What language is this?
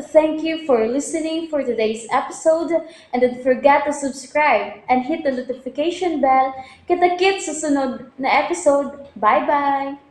Cebuano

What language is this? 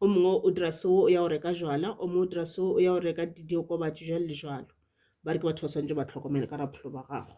Northern Sotho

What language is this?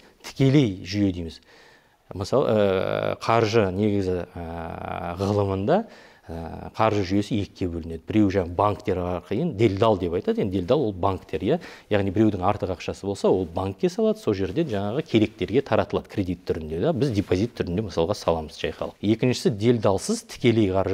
Kazakh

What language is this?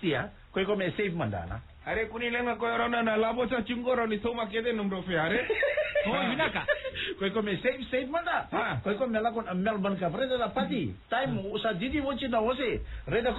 Fijian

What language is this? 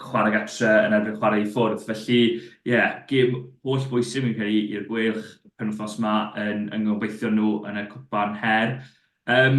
Welsh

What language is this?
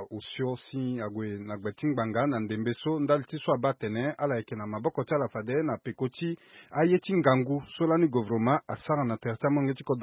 Sango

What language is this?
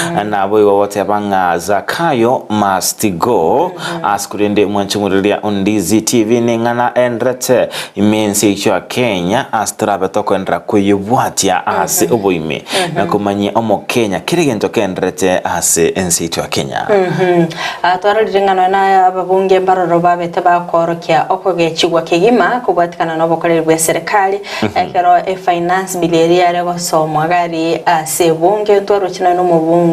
Gusii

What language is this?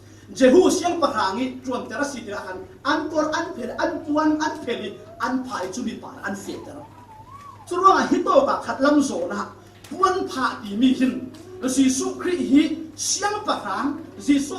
Falam Chin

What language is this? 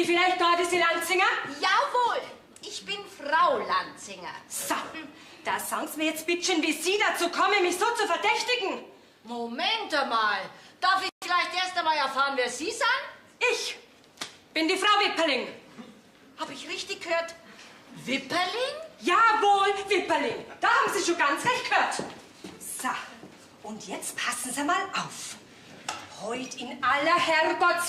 Bavarian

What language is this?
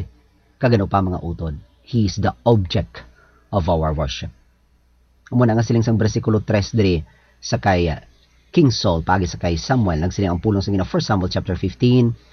Hiligaynon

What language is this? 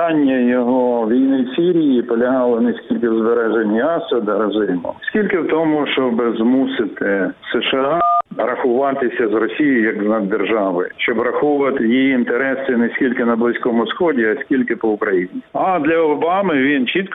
Ukrainian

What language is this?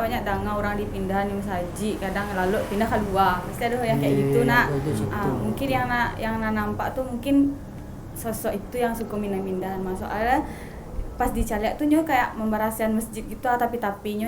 Minangkabau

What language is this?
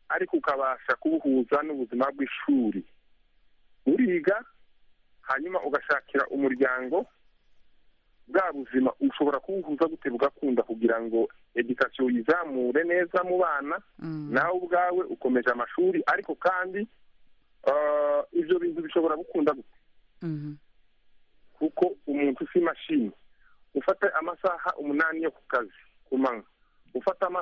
Kinyarwanda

